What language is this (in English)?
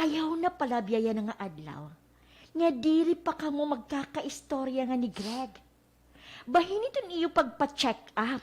Waray